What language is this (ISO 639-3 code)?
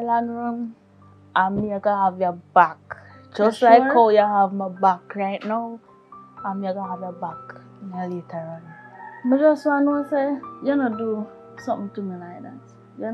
jam